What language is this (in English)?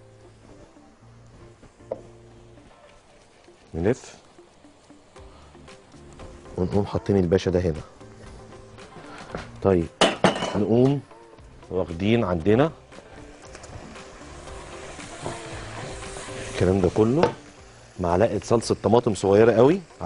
Egyptian Arabic